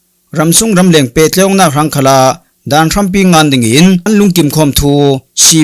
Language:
Falam Chin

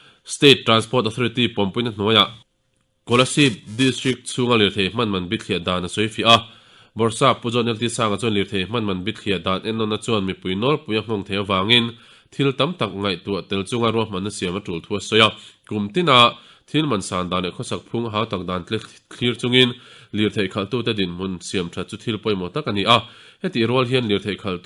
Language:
Mizo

